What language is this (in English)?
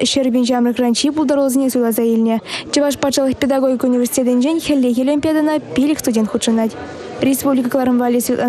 Chuvash